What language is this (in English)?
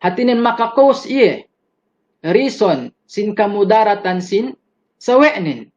Yakan